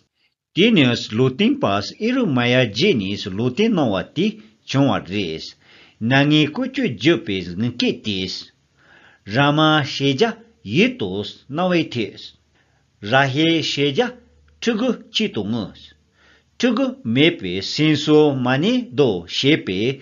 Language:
Tibetan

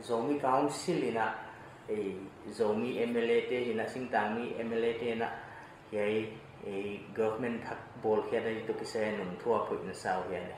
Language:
Paite Chin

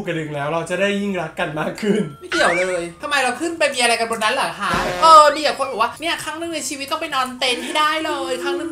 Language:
Thai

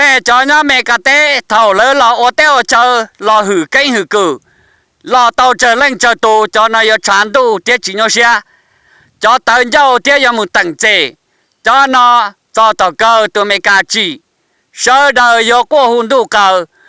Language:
Hmong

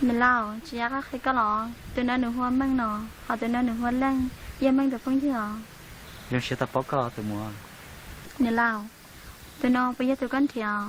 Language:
Hmong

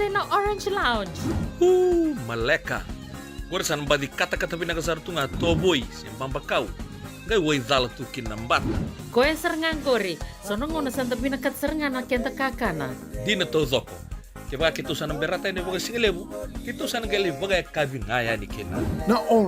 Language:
Fijian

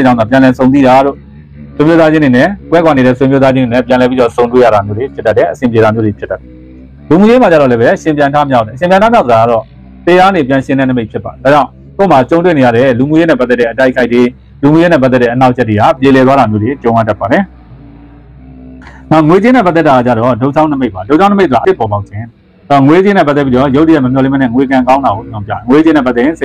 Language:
Burmese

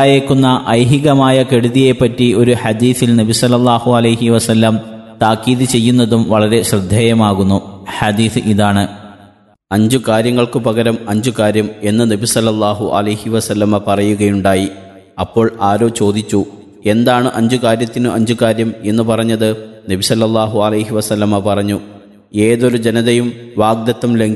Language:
Malayalam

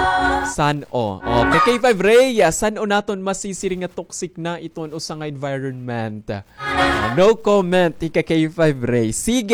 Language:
Waray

